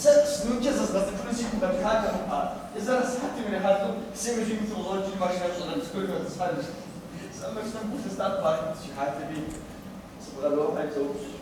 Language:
Kabardian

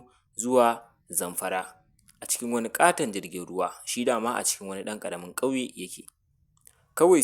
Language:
Hausa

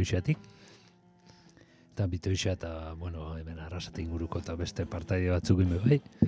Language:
Basque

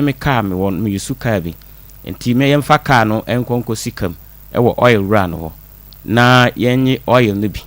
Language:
Akan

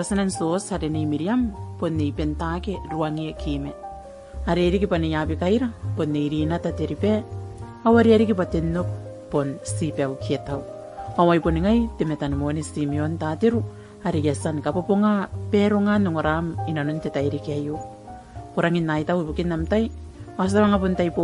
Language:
Gilbertese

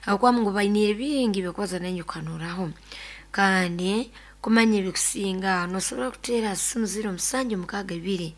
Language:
Nyoro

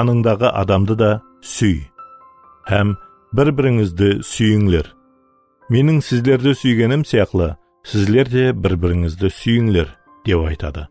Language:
Kara-Kalpak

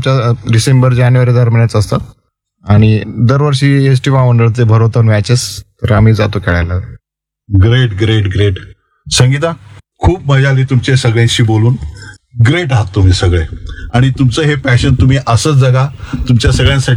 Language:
Marathi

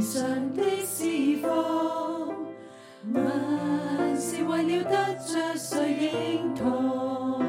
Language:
Cantonese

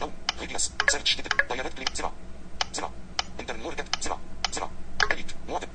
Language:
Najdi Arabic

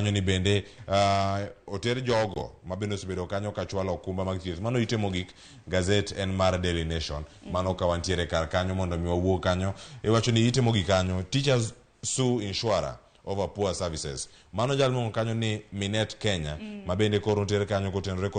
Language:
Luo (Kenya and Tanzania)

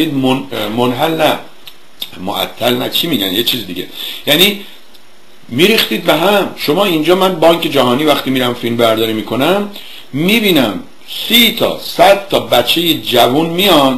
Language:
Persian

